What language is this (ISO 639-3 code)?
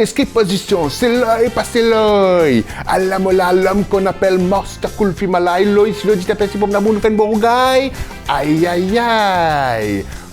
mfe